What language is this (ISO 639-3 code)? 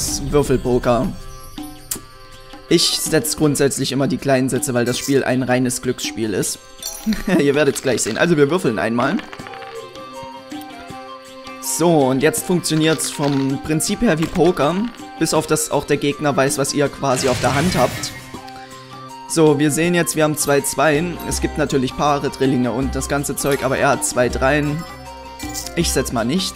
deu